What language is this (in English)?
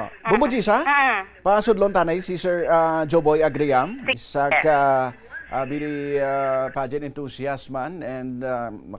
Hiligaynon